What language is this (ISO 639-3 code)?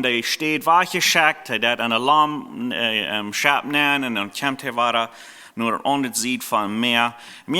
pdt